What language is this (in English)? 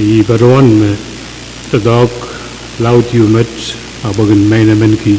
Pohnpeian